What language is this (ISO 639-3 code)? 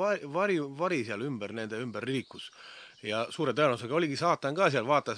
est